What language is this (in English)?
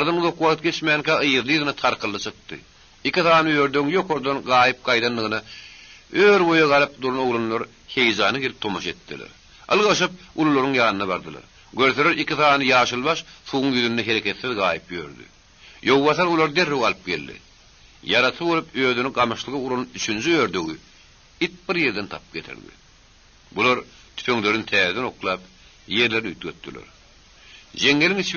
Turkmen